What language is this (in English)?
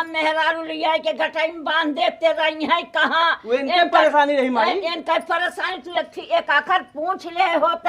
Awadhi